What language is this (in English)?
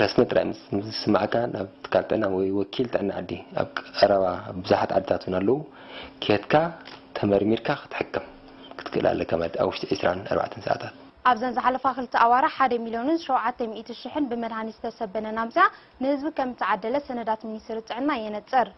Tigrinya